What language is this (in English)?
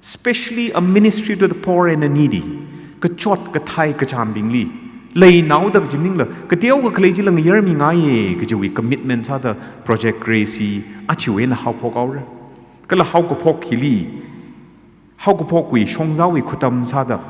Tangkhul Naga (India)